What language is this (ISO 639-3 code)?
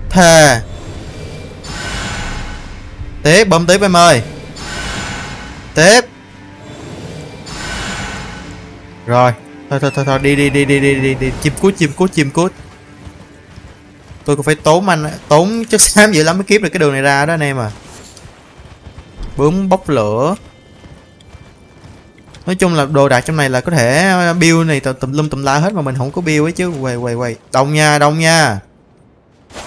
vie